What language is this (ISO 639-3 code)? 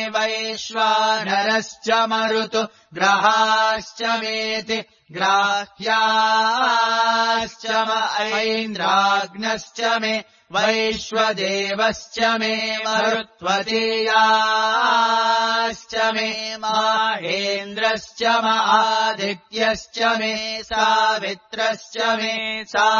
san